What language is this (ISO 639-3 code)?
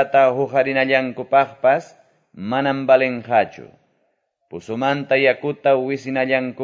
que